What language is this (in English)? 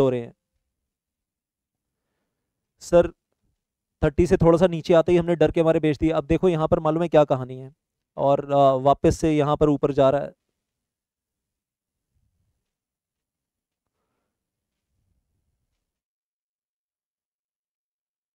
Hindi